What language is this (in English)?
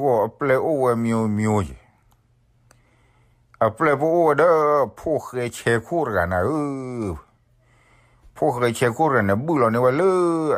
S'gaw Karen